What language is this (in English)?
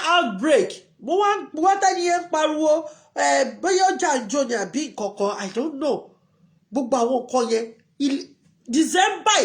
Yoruba